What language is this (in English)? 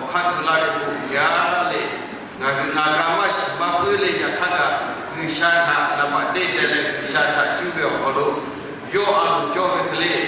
Lahu